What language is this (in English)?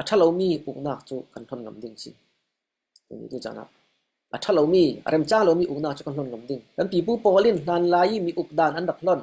Falam Chin